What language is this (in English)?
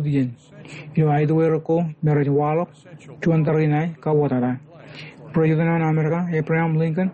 Marshallese